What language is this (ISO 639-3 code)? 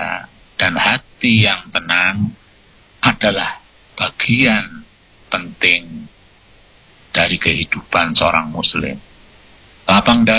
ind